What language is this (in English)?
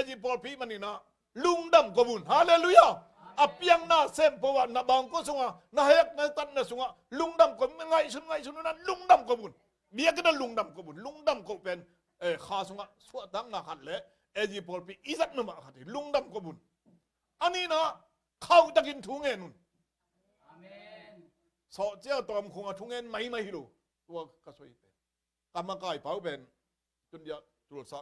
Tedim Chin